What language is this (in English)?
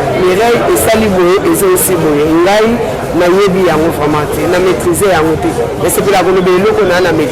Lingala